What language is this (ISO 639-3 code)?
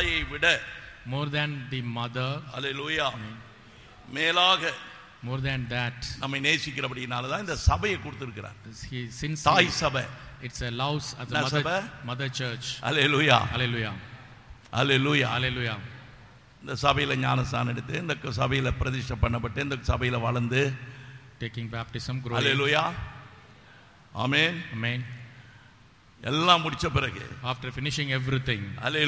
tam